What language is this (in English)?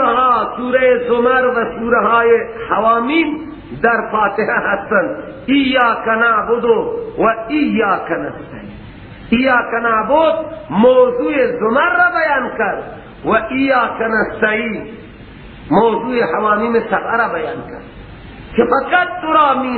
Persian